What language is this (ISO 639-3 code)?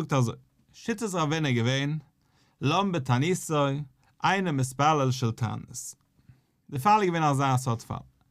yid